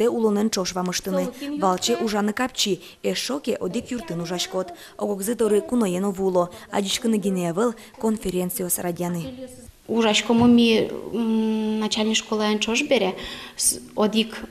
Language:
Udmurt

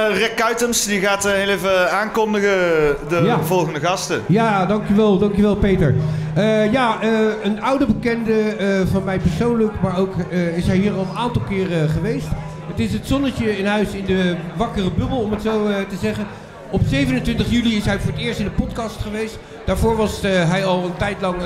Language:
Dutch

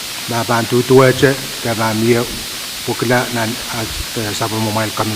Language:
Pohnpeian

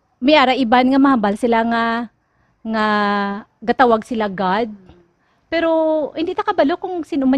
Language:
Hiligaynon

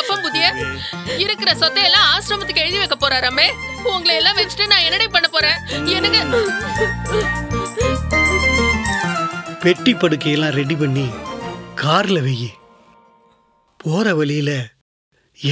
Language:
Tamil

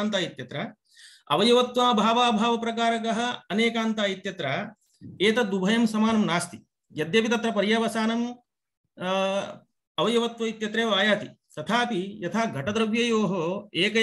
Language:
Sanskrit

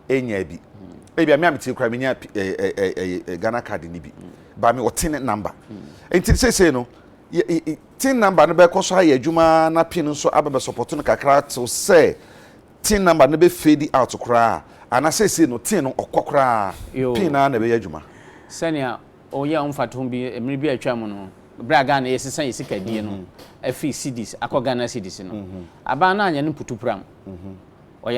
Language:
Akan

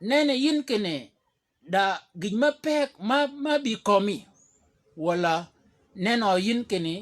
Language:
Shilluk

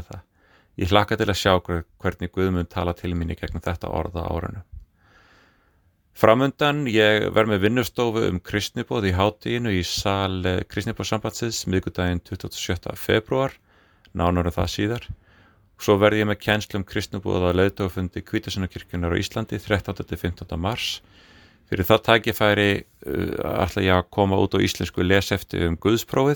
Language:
Icelandic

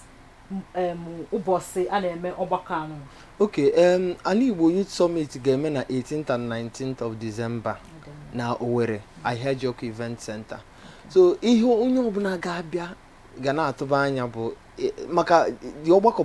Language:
Igbo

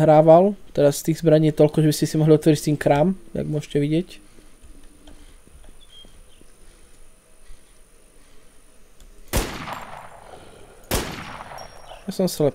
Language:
Slovak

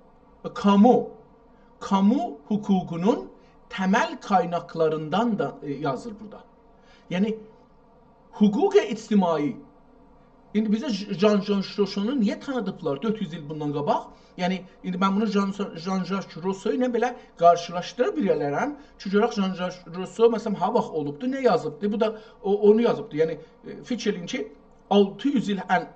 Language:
South Azerbaijani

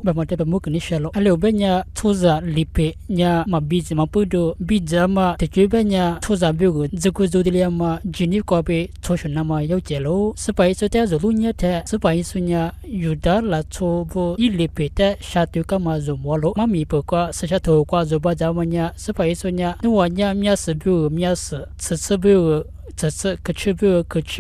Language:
Lisu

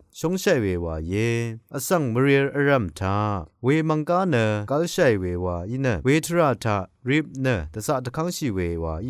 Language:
Rawang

